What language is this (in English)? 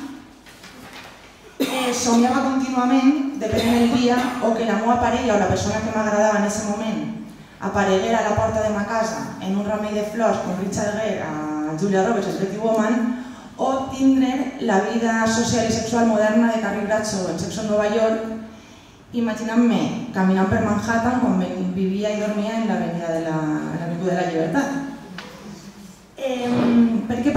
Catalan